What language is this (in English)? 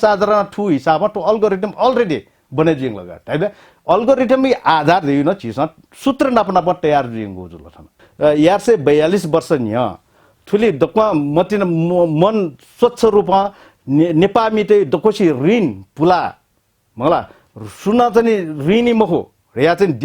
Newari